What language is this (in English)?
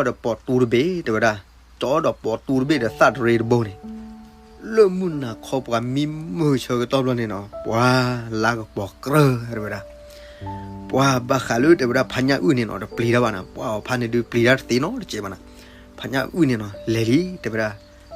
S'gaw Karen